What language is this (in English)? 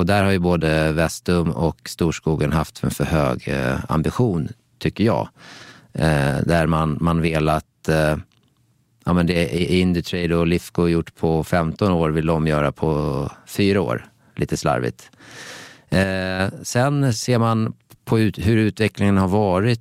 Swedish